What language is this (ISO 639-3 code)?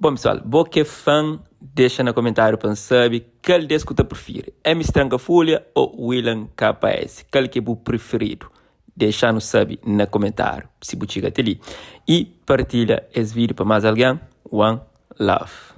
kea